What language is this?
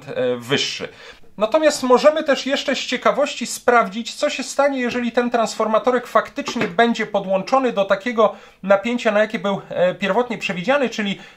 Polish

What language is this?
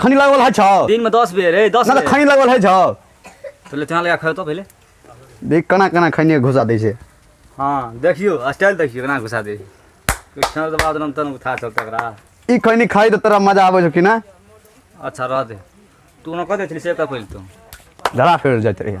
Maithili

